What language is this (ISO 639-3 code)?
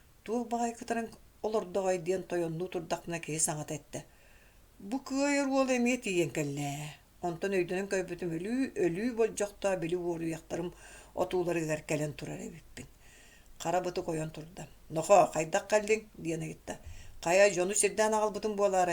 sah